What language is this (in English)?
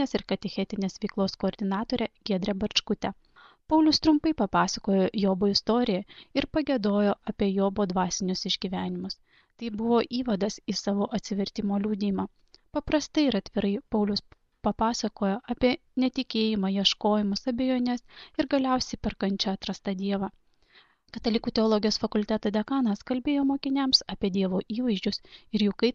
Lithuanian